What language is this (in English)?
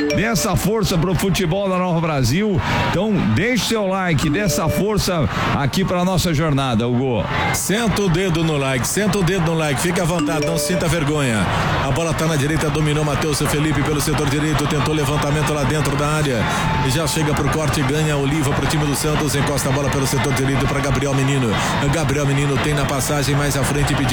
Portuguese